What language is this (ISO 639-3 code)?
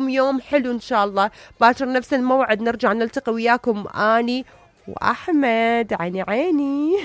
acm